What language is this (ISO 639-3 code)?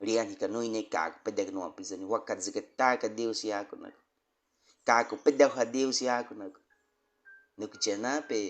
bwi